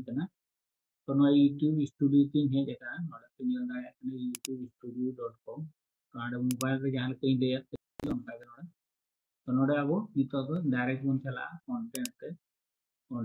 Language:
Santali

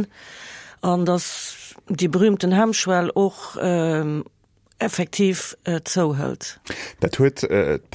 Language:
Luxembourgish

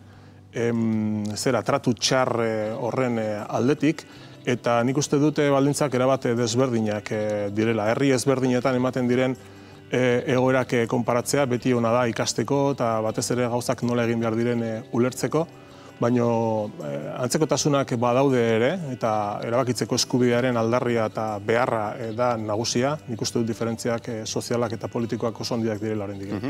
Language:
Basque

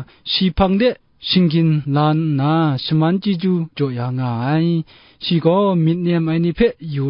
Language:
Kachin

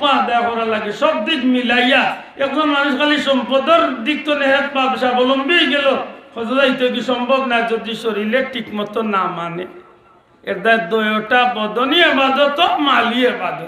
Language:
Sylheti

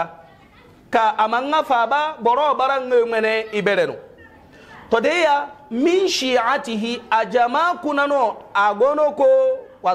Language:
Hausa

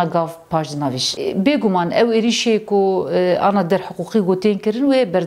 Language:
Kurdish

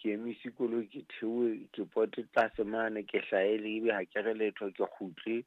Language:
Southern Sotho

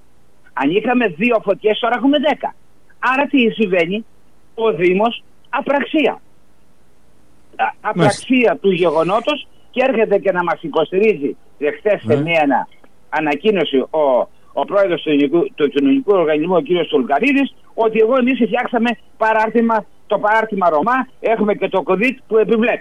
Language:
Greek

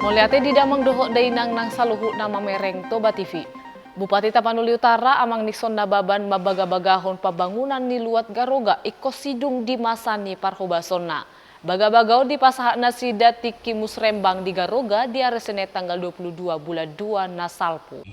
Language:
Batak Toba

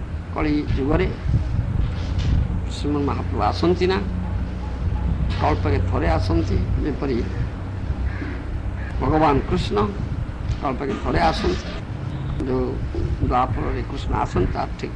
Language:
Odia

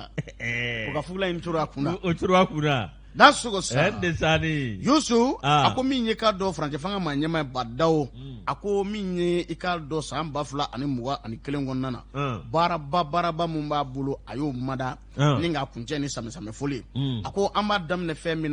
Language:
Bambara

